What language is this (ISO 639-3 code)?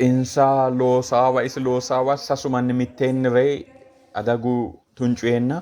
sid